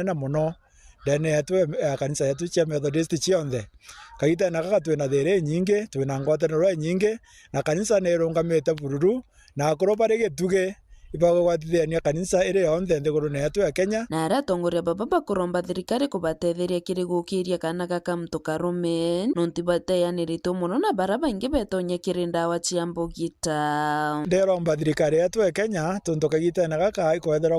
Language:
Meru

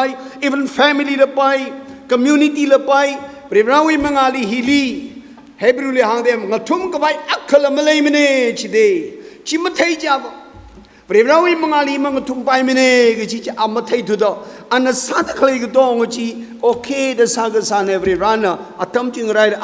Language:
Tangkhul Naga (India)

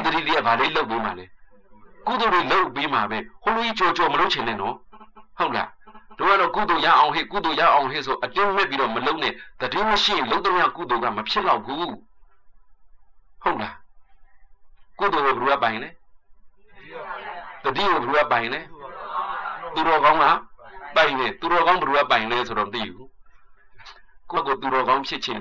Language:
Burmese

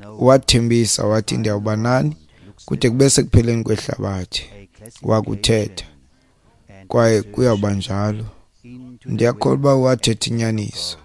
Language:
Xhosa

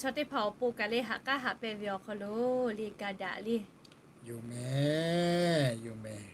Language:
Lahu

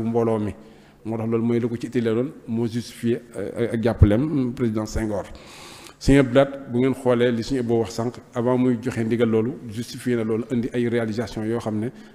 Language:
Wolof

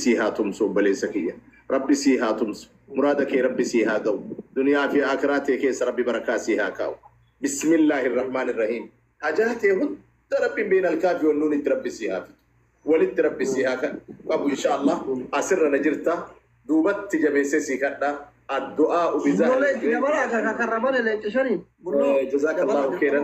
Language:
Oromo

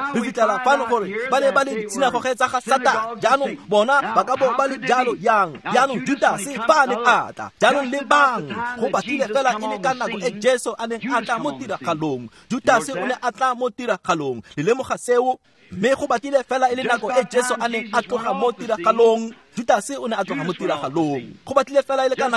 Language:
Tswana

